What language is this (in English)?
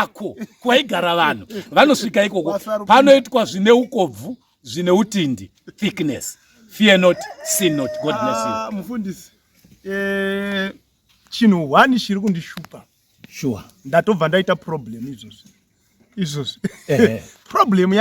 Shona